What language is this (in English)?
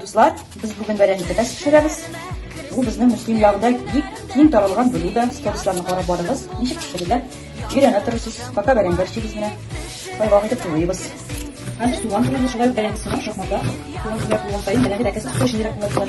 Tatar